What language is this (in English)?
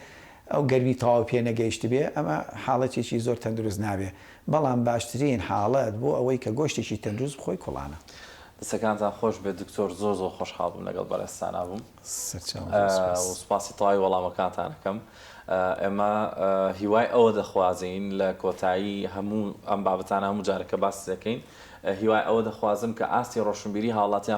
Central Kurdish